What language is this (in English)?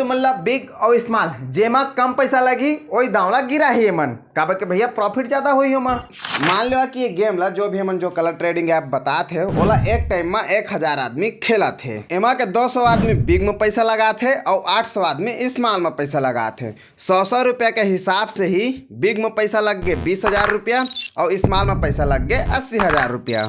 Chhattisgarhi